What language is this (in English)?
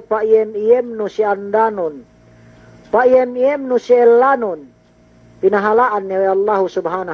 Yakan